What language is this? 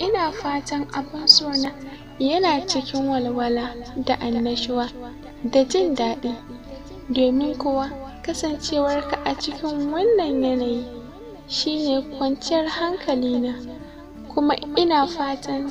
Hausa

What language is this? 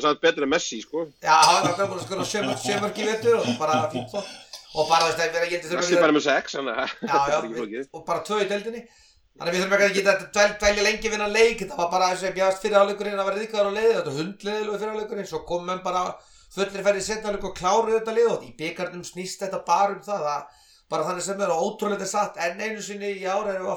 Icelandic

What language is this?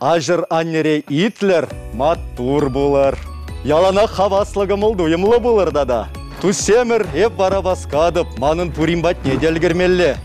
Chuvash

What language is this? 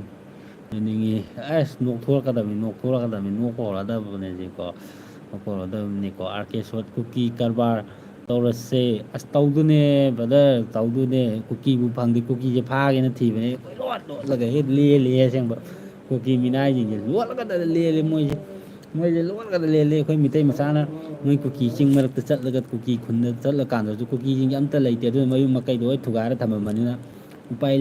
Manipuri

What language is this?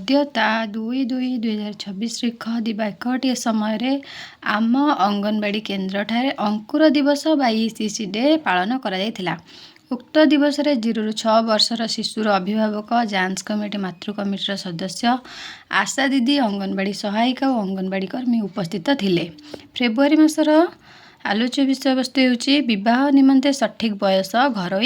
Odia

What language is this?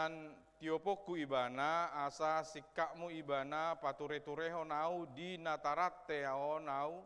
Batak Toba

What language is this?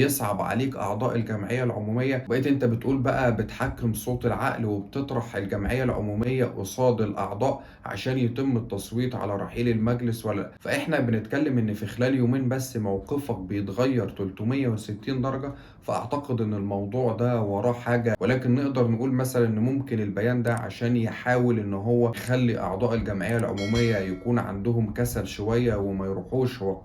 Egyptian Arabic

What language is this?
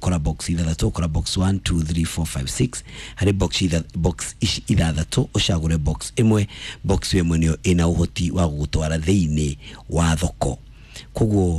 Kikuyu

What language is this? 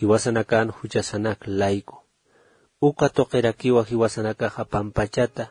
Aymara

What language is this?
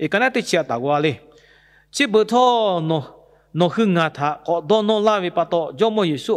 Lahu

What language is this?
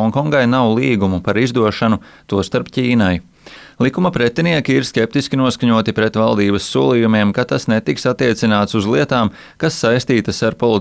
Latvian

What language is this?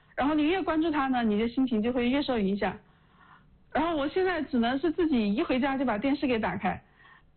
Chinese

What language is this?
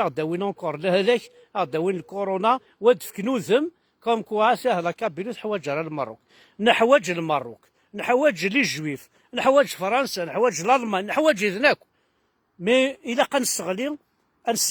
Kabyle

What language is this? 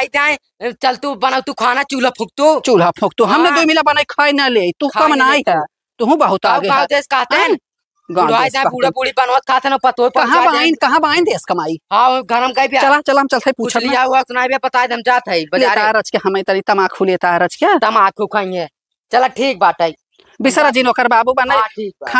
Awadhi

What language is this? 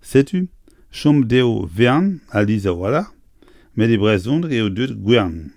Breton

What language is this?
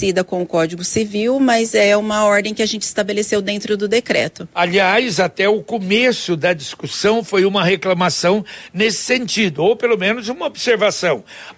Portuguese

